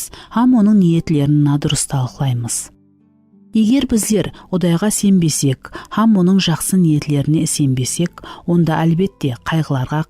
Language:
Kara-Kalpak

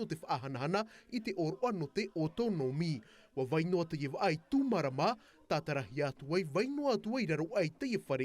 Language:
Tahitian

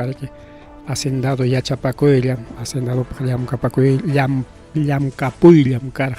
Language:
Ayacucho Quechua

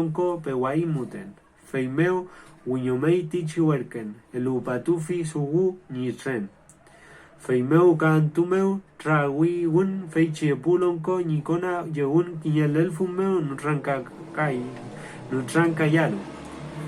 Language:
Mapuche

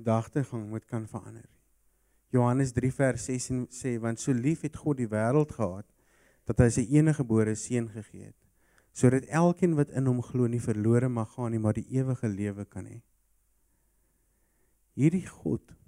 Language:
Afrikaans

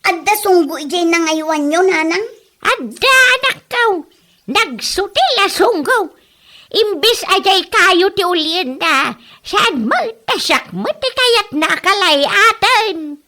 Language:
Iloko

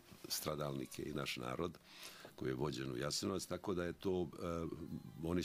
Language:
Serbian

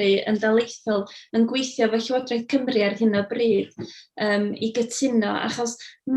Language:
Welsh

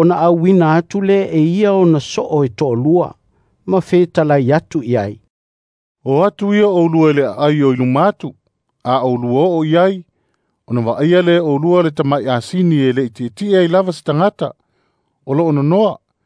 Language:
Samoan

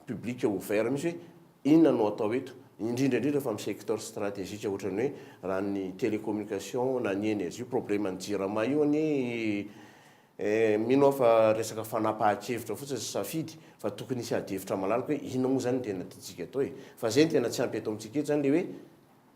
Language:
Malagasy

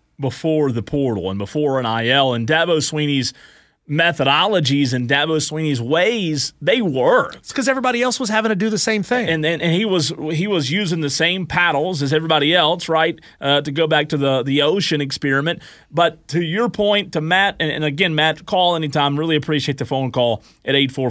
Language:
English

